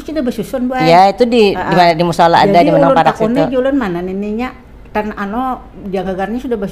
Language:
Banjar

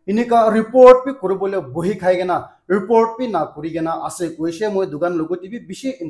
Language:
Naga Pidgin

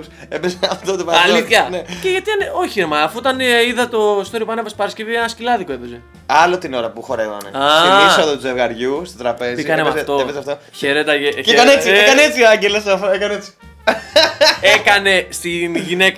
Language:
Greek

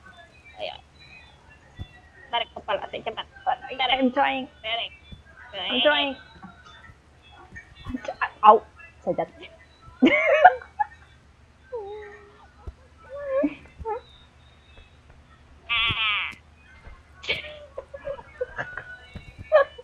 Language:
Indonesian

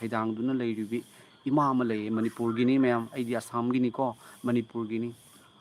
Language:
Manipuri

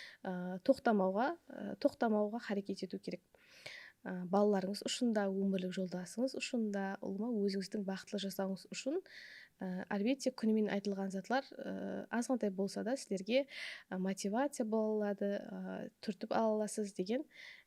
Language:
Kara-Kalpak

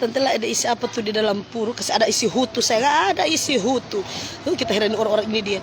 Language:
Manado Malay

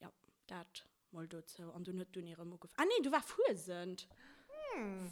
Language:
Luxembourgish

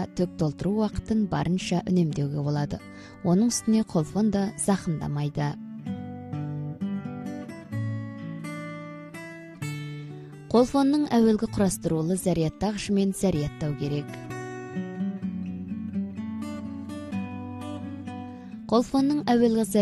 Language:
Kazakh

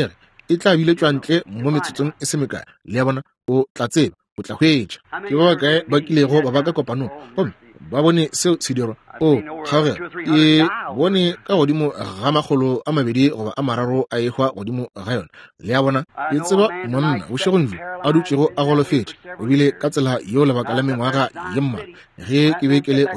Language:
Northern Sotho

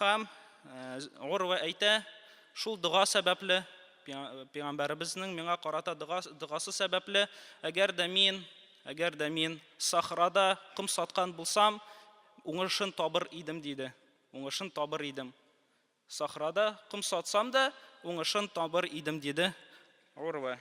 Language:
Tatar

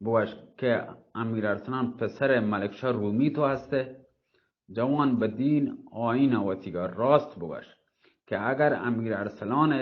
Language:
Baluchi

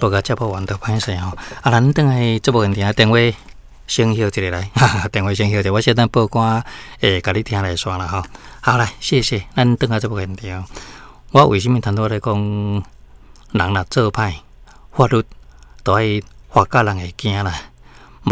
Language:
Min Nan Chinese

